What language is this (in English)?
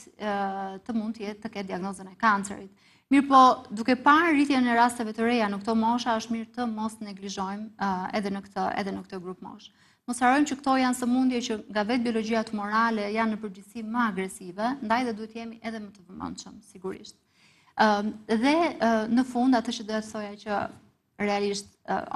Albanian